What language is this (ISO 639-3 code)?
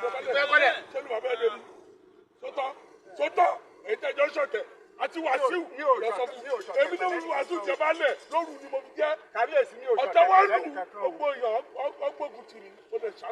yor